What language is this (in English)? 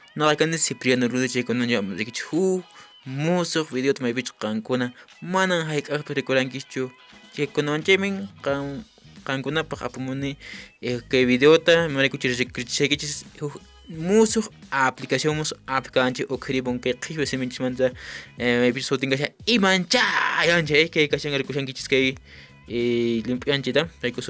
Quechua